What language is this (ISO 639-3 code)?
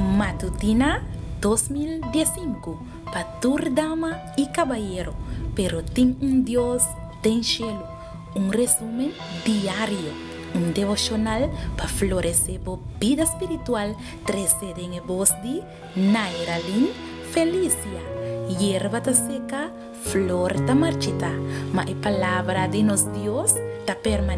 pap